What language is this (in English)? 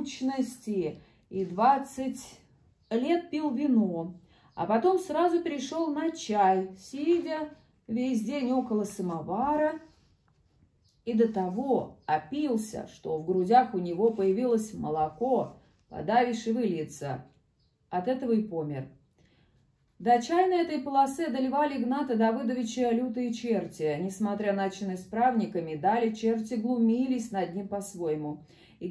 Russian